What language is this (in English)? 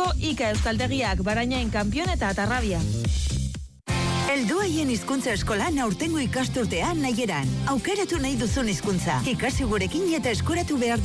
Basque